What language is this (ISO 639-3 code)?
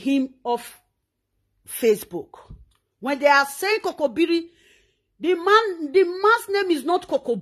pcm